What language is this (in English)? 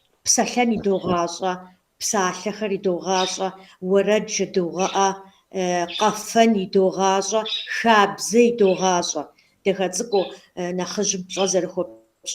Kabardian